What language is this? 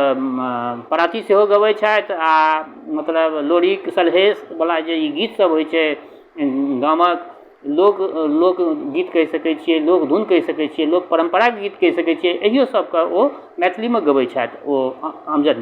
Maithili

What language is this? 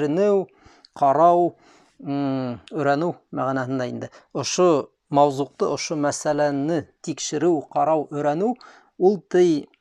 Bashkir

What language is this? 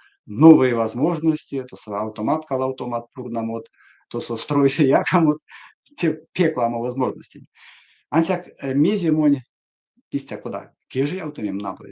Erzya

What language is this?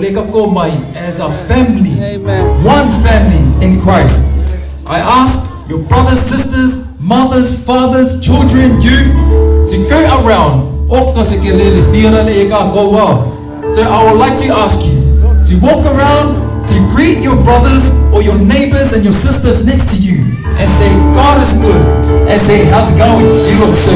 Samoan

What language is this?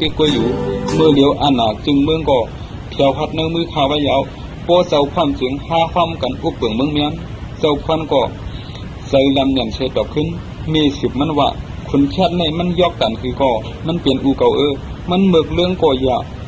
Shan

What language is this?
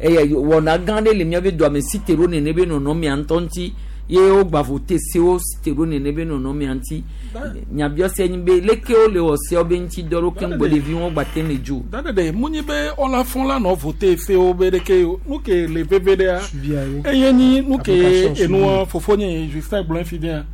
Gen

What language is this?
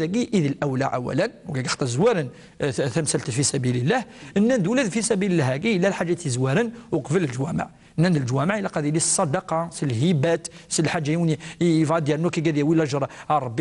Kabyle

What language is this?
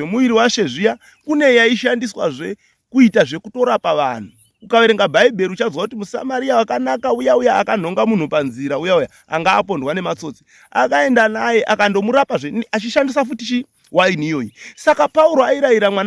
Shona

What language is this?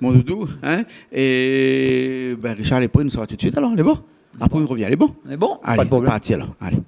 Réunion Creole French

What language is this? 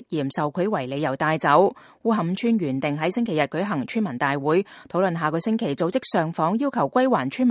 Cantonese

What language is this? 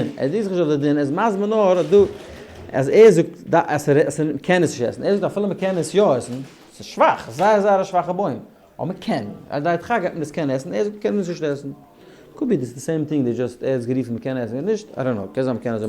Yiddish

